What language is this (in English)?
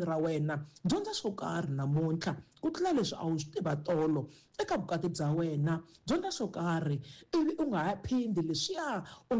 Tsonga